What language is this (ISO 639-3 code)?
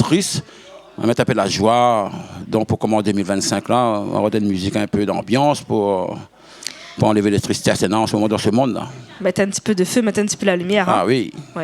rcf